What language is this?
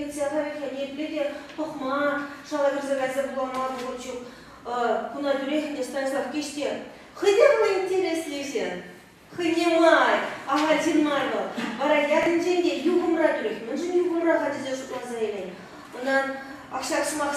Chuvash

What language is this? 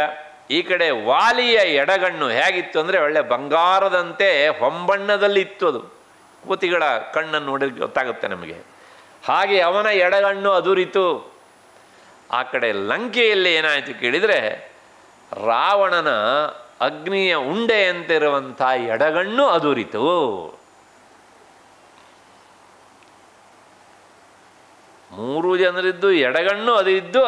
Kannada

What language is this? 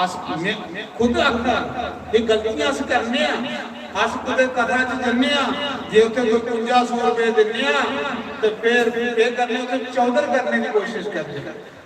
Dogri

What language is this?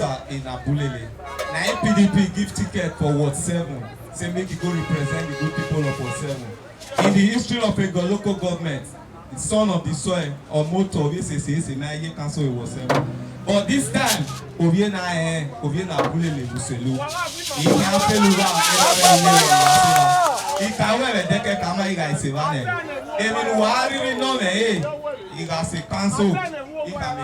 Nigerian Pidgin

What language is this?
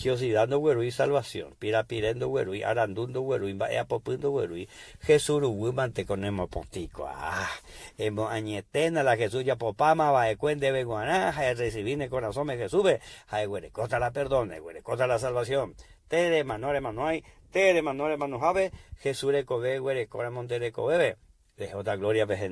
Guarani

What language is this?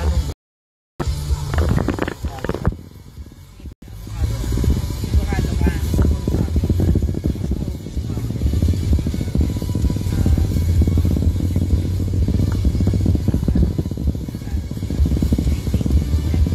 Filipino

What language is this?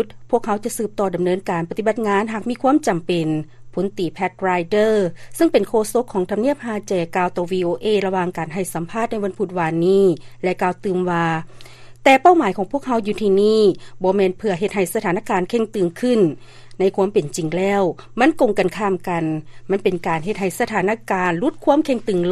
Lao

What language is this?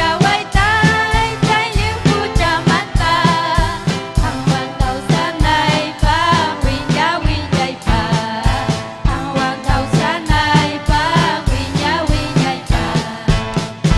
Ayacucho Quechua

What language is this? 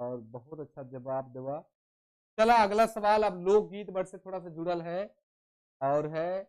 Sadri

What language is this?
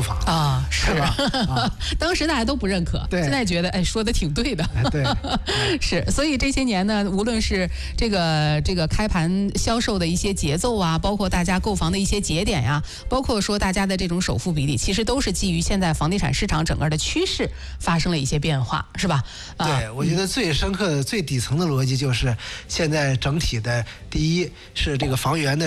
Chinese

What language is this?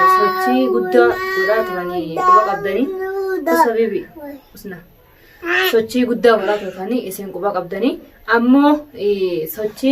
Oromo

